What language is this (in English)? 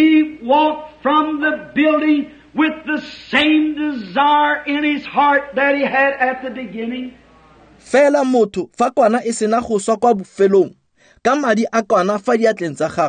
Tswana